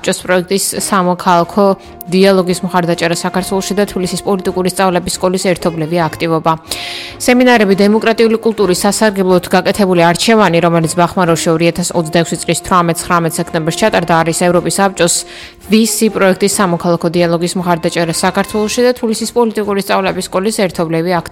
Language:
Georgian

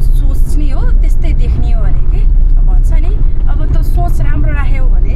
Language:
Nepali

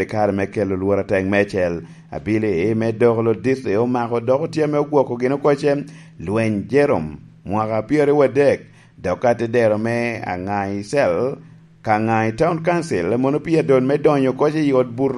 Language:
Lango (Uganda)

